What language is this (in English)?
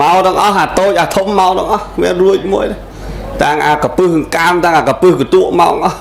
Khmer